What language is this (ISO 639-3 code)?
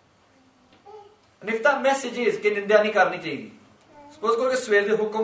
pan